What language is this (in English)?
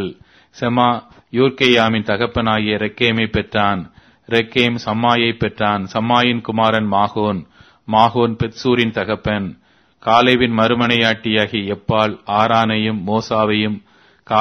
Tamil